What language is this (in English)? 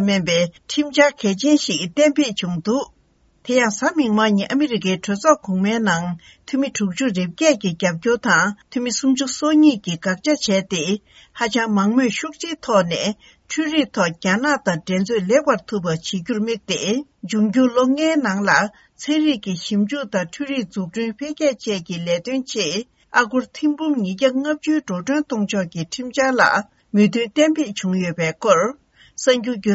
Tibetan